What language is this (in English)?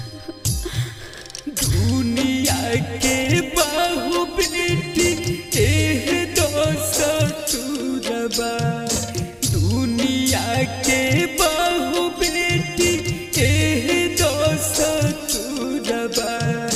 Bhojpuri